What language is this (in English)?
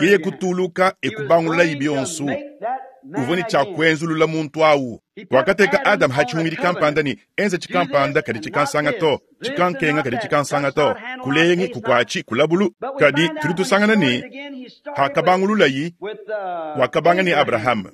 Luba-Lulua